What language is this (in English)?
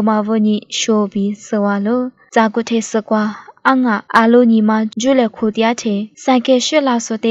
Lisu